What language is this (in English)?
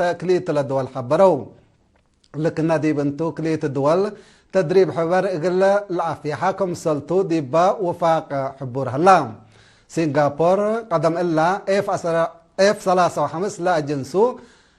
Tigre